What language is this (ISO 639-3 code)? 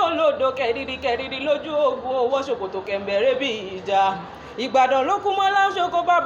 yor